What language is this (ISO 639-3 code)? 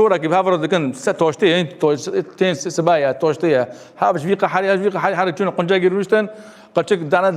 kur